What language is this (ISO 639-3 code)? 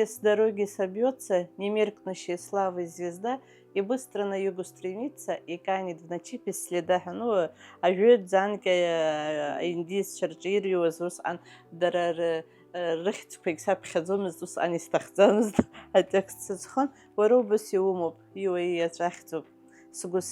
abk